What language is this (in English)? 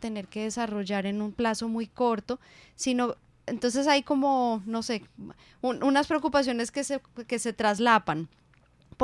Spanish